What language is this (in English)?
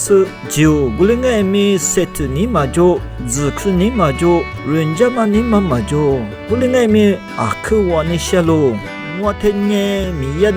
Lisu